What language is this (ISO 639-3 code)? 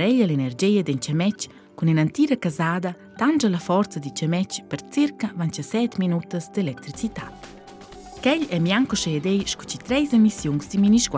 roh